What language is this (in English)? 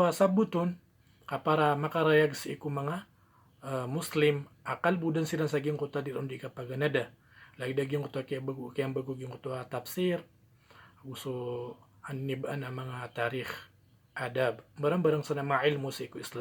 Maranao